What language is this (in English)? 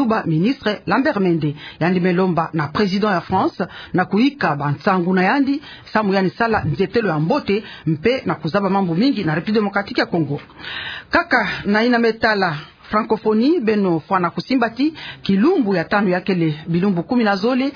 Kituba (Democratic Republic of Congo)